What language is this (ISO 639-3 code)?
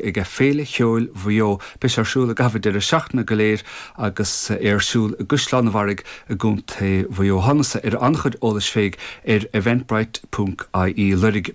gle